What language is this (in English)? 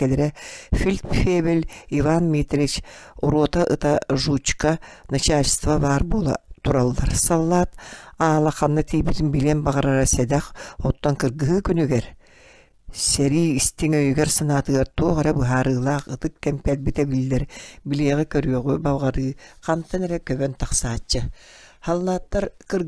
Yakut